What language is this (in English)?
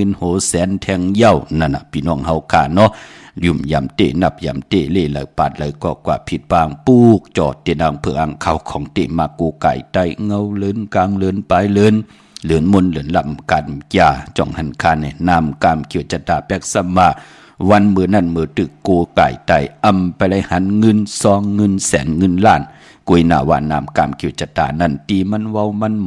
Shan